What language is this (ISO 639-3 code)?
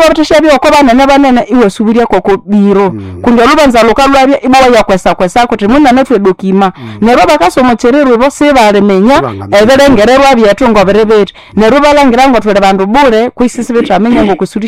nnb